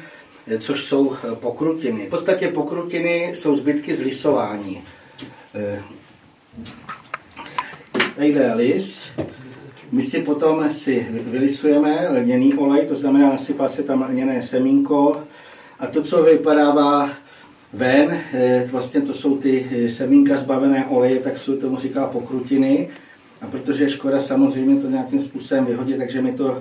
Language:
Czech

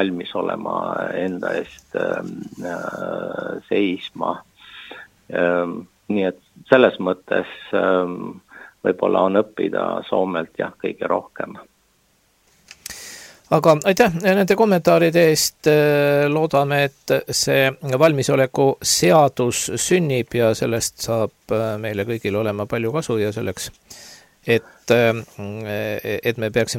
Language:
Estonian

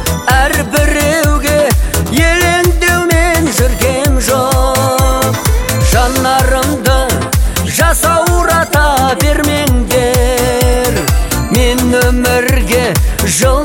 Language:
Kazakh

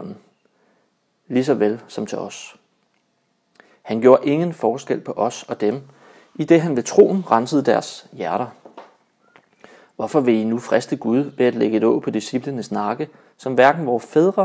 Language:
Danish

